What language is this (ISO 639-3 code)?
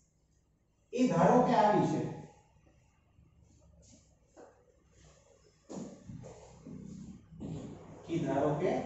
guj